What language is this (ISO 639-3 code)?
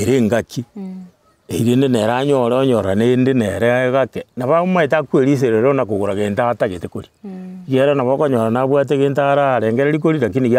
guz